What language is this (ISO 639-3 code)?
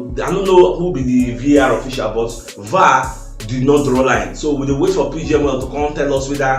pcm